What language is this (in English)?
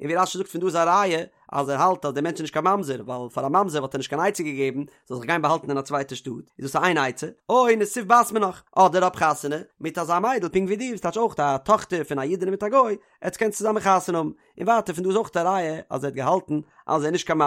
Yiddish